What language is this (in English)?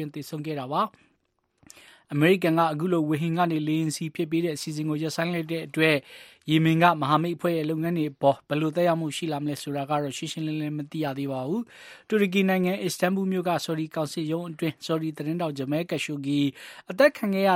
Burmese